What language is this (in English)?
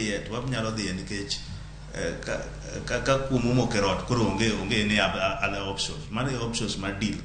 Luo (Kenya and Tanzania)